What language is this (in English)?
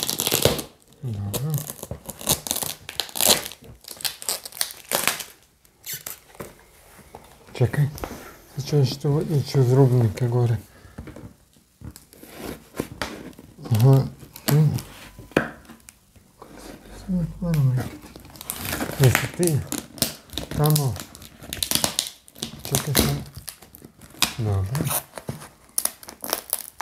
Croatian